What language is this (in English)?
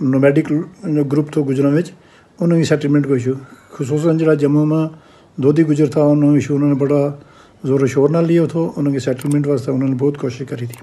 Gujari